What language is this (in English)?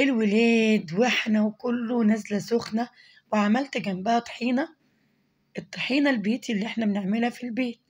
Egyptian Arabic